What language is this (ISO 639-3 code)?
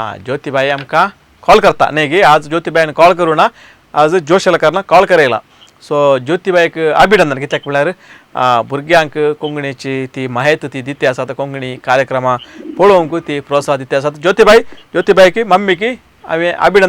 kok